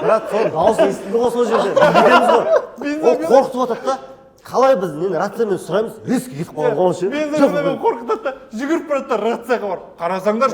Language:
Kazakh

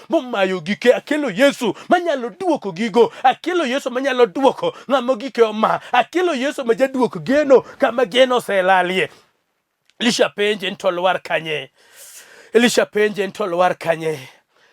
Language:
Luo (Kenya and Tanzania)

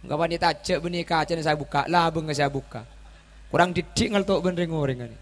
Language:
Madurese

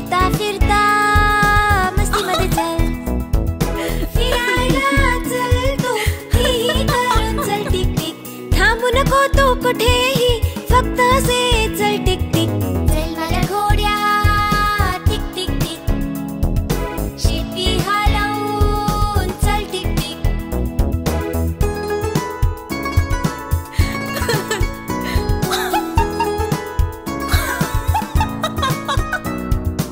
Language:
Marathi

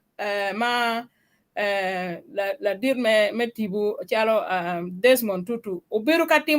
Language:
Acoli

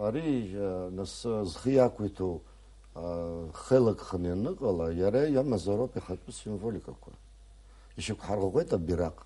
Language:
Abkhazian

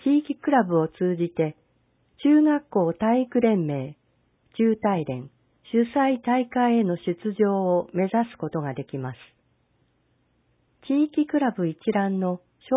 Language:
Japanese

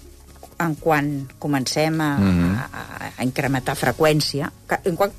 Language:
Catalan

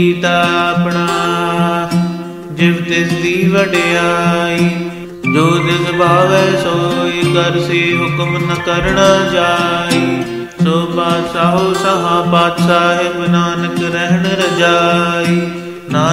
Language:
Punjabi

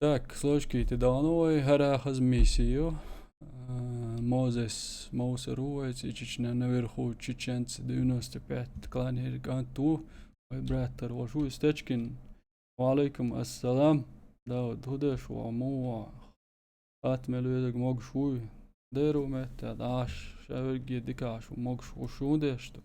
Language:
Chechen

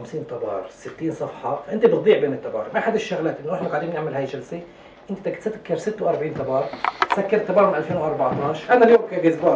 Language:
North Levantine Arabic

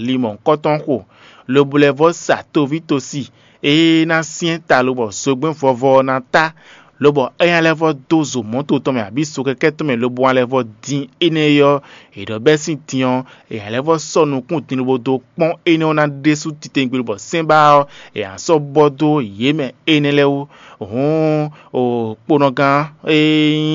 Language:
Fon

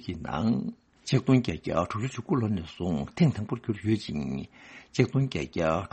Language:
Tibetan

